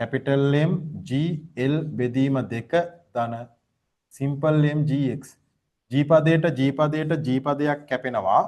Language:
Sinhala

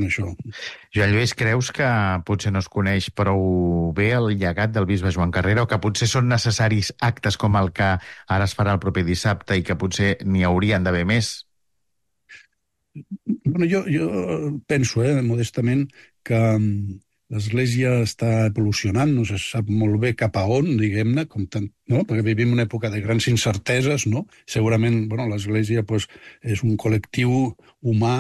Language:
Catalan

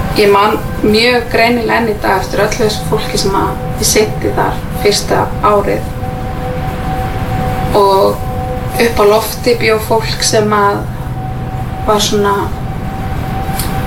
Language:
Icelandic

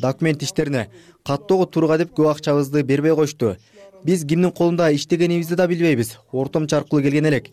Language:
Kyrgyz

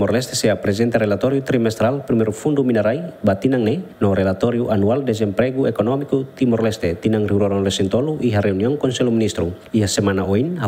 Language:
Tetum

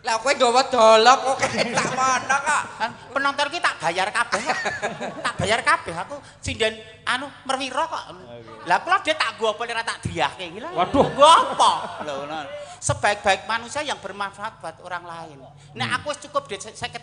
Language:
Javanese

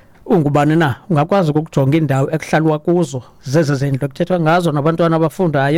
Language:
Xhosa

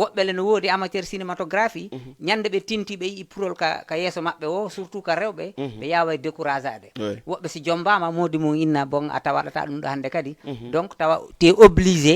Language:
Fula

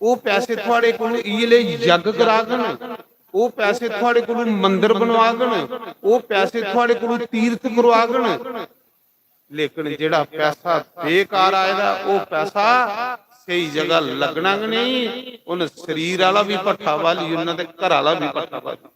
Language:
Dogri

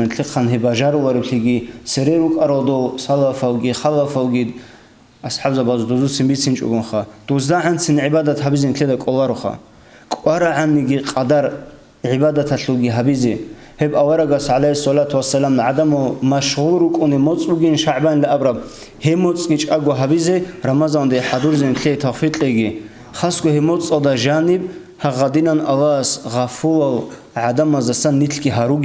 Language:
Avaric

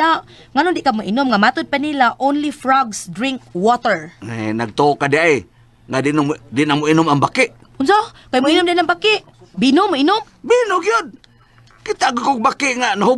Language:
Cebuano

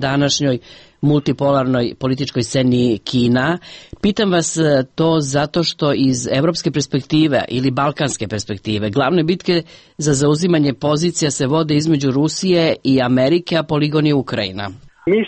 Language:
Serbian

